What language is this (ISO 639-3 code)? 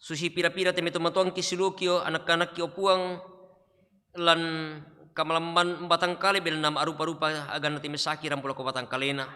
sda